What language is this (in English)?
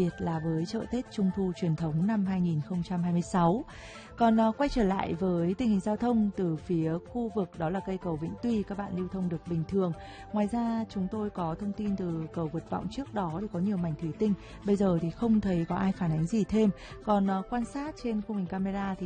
Vietnamese